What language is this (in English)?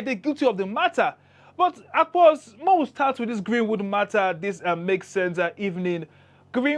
Nigerian Pidgin